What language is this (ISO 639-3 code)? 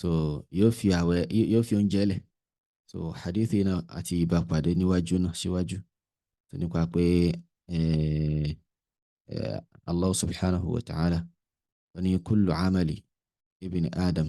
yor